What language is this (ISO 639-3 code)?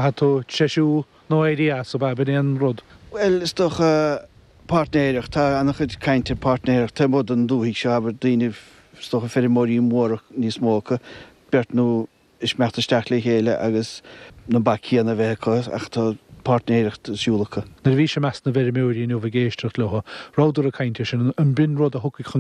gle